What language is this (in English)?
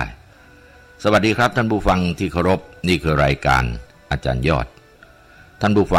Thai